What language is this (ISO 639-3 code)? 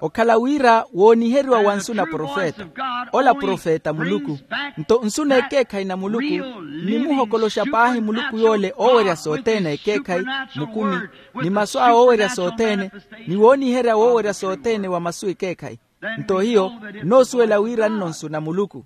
vmw